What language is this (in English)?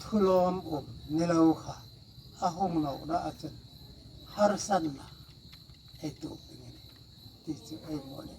Hmar